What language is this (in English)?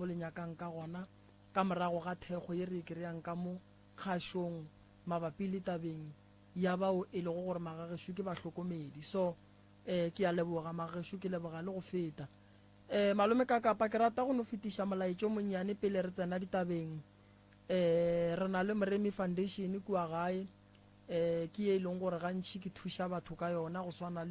Northern Sotho